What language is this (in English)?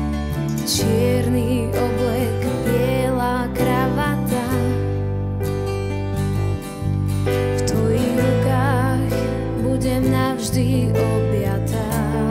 Slovak